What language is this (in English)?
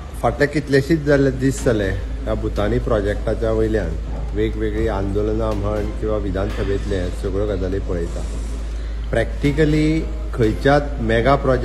Konkani